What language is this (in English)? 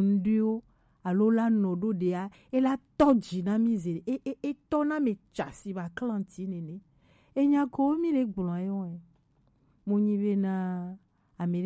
Gen